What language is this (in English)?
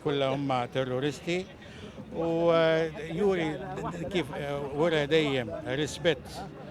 Maltese